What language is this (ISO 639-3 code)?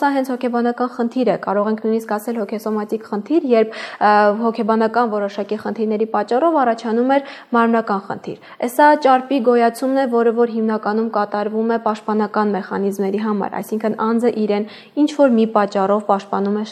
hye